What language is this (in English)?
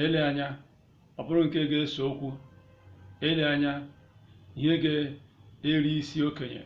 Igbo